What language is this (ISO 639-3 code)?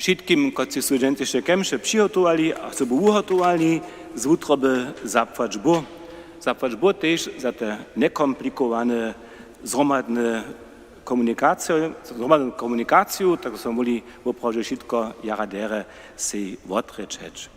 hsb